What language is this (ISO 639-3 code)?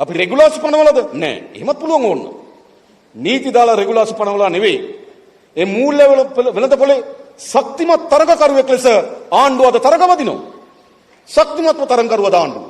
sin